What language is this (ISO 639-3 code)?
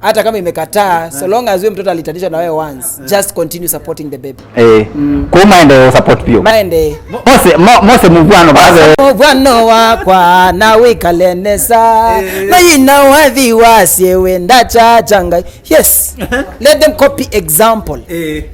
kam